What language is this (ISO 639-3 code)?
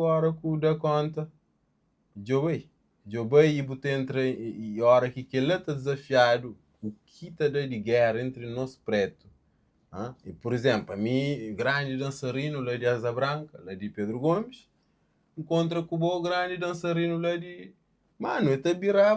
kea